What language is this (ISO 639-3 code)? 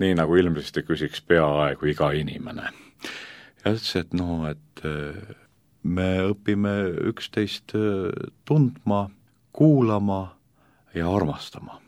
est